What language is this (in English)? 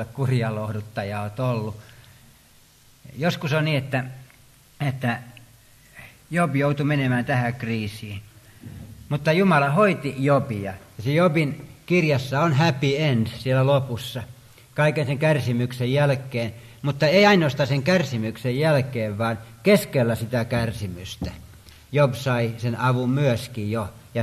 Finnish